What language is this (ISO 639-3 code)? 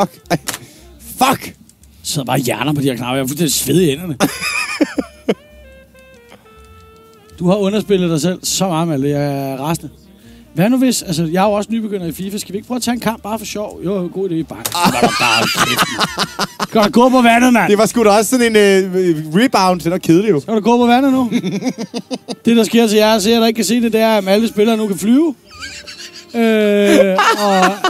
dan